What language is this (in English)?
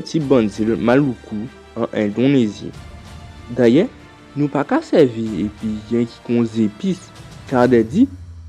Guadeloupean Creole French